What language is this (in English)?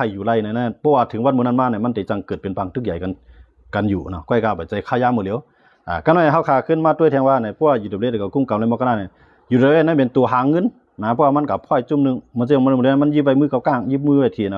Shan